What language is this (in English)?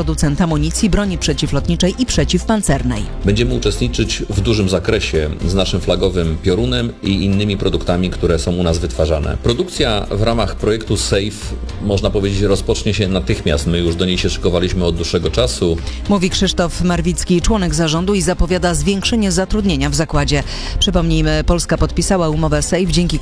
Polish